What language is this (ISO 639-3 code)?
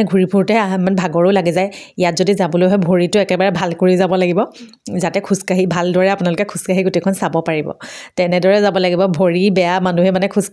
asm